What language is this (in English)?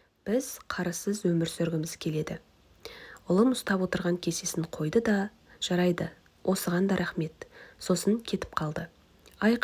Kazakh